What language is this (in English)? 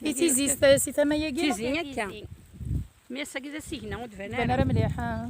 Kabyle